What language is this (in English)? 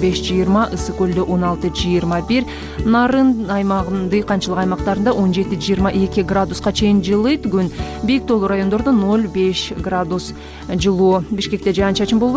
Kyrgyz